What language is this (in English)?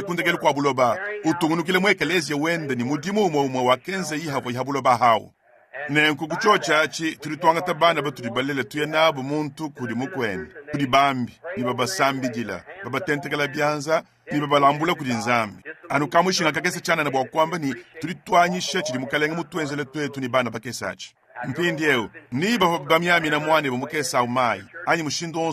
Luba-Lulua